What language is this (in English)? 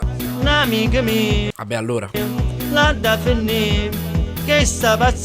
Neapolitan